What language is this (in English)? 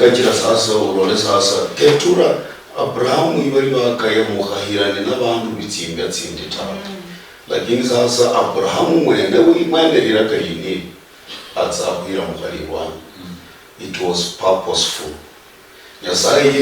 Luyia